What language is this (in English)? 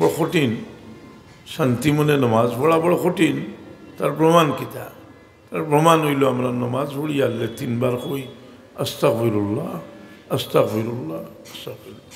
Sylheti